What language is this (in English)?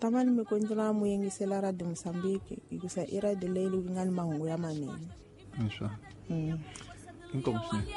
Tsonga